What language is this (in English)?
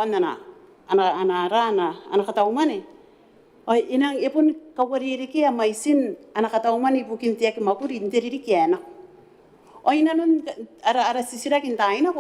Gilbertese